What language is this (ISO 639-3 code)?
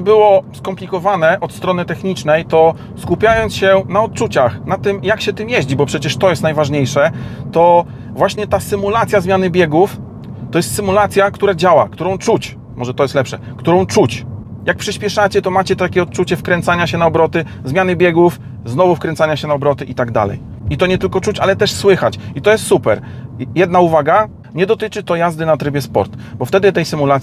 pol